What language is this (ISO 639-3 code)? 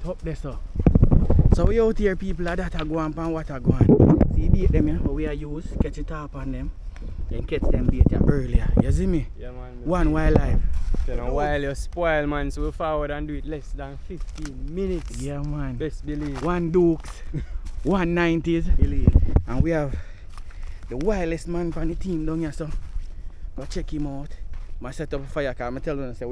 jam